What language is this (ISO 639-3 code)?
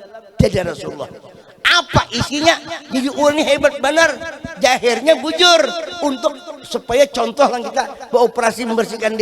bjn